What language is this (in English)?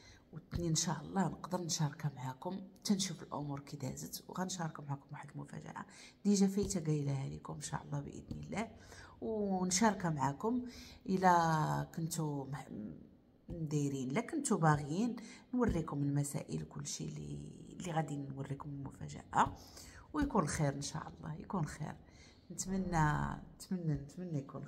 Moroccan Arabic